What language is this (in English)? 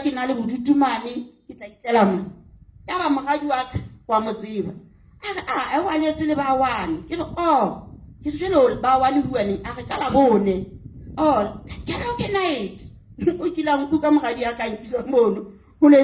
Southern Sotho